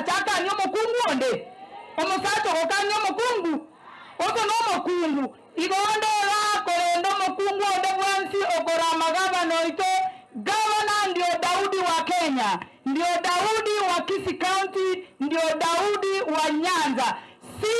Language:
Gusii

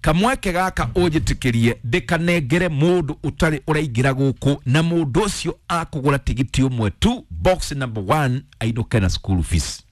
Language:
Kikuyu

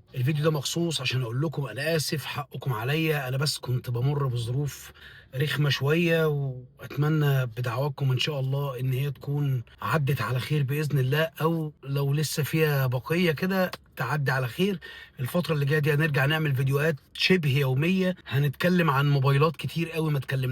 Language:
Egyptian Arabic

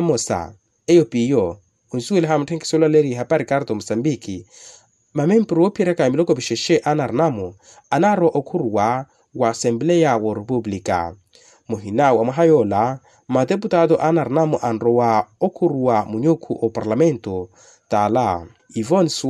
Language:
Makhuwa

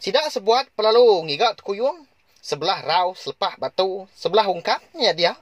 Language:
Iban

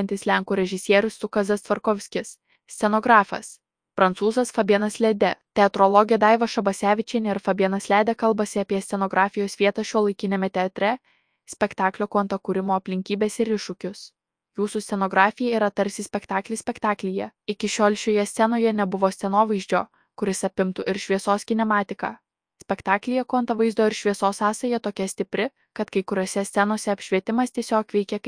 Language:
Lithuanian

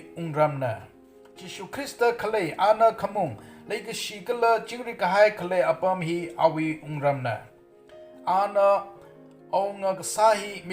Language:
Tangkhul Naga (India)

